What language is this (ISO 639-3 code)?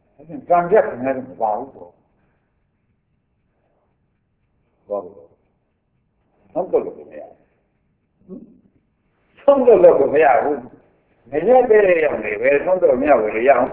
mya